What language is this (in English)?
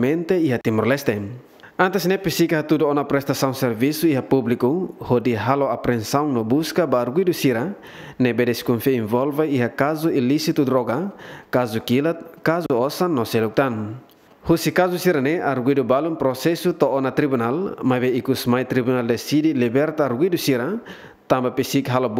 Tetum